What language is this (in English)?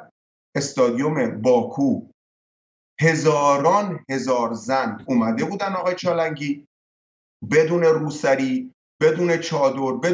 Persian